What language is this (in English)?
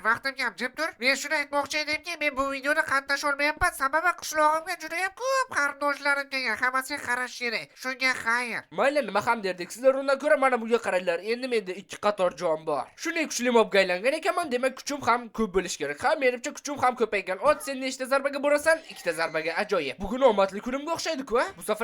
Uzbek